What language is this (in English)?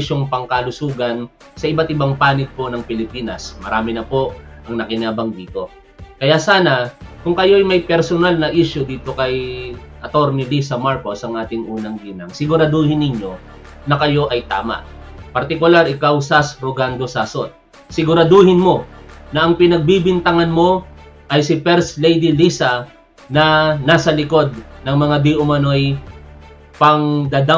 Filipino